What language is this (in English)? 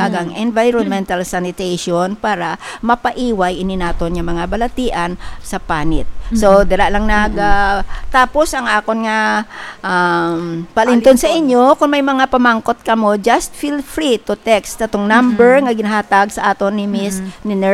Hiligaynon